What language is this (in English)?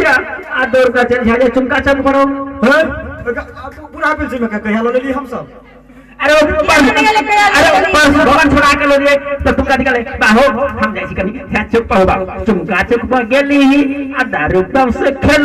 Maithili